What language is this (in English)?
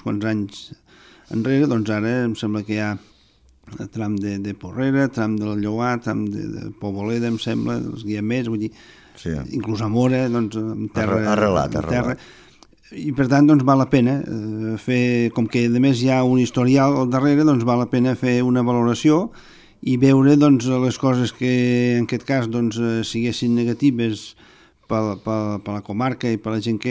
Catalan